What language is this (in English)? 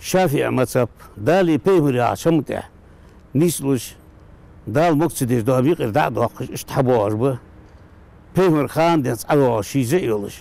Ingush